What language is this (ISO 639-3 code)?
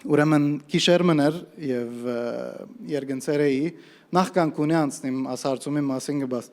hyw